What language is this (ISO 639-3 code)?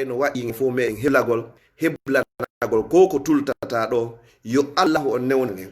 ful